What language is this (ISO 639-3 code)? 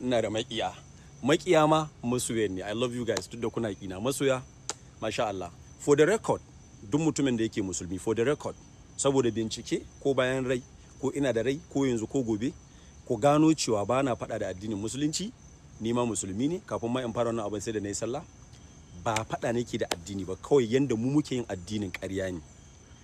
hau